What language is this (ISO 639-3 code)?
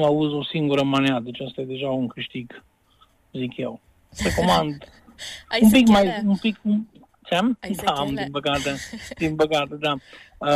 ron